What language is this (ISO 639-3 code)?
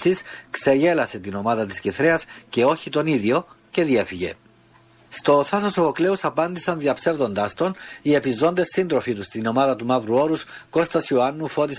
ell